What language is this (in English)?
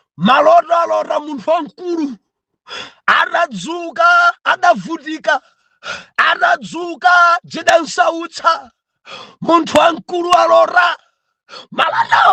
Nyanja